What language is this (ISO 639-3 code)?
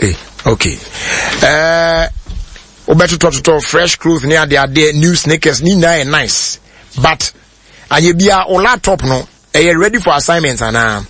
aka